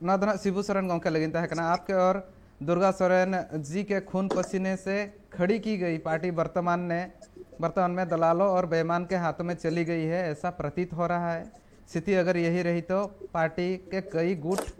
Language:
Santali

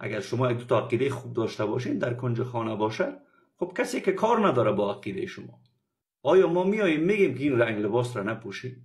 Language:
Persian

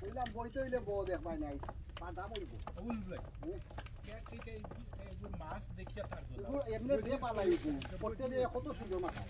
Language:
Sylheti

